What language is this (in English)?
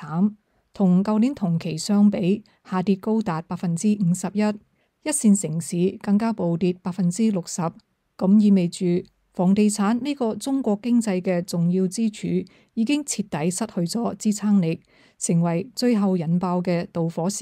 Cantonese